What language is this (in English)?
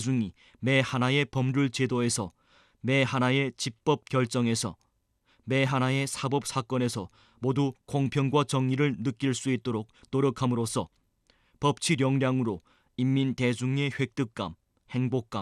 Korean